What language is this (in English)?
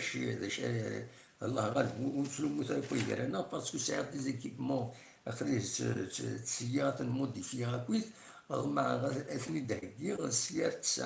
Kabyle